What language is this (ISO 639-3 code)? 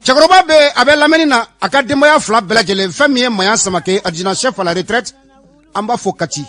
bam